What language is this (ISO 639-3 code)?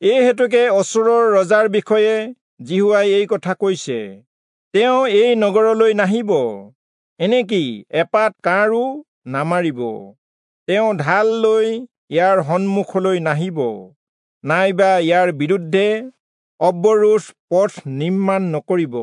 asm